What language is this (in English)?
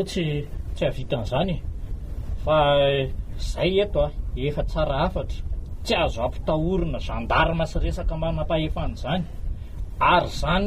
Malagasy